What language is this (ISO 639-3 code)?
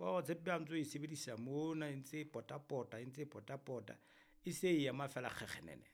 sot